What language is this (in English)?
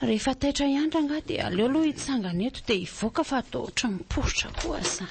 Malagasy